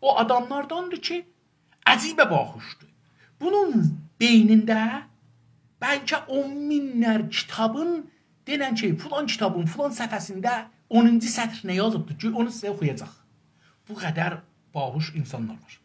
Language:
South Azerbaijani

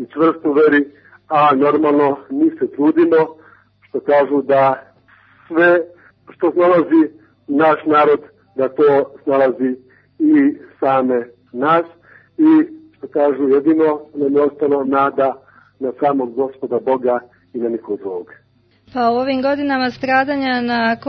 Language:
Serbian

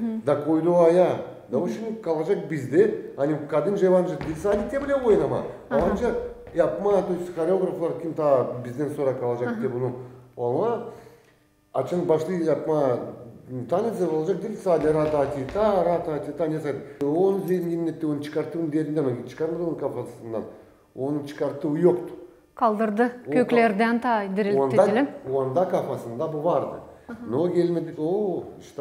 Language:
Gagauz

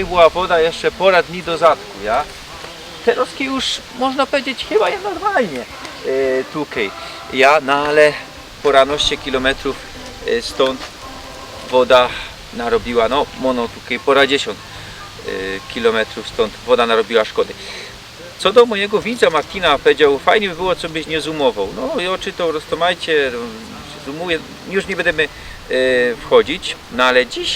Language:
Silesian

